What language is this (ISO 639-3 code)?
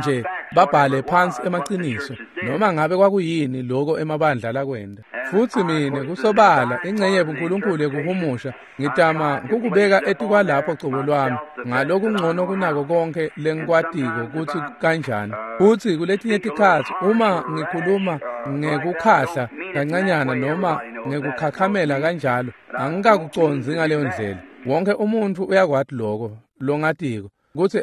ssw